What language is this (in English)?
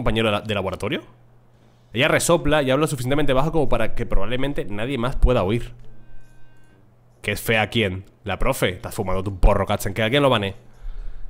Spanish